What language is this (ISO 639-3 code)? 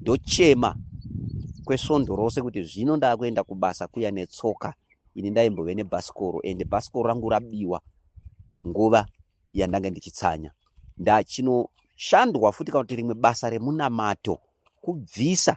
sna